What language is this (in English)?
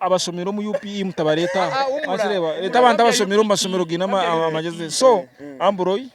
Nyankole